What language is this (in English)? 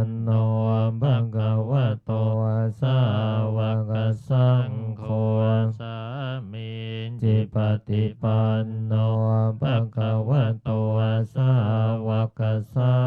Pali